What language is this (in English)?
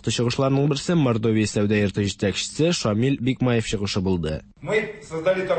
Tatar